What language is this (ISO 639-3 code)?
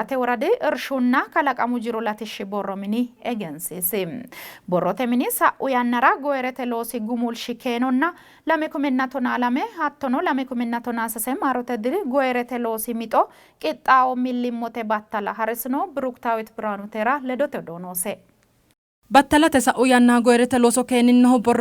sid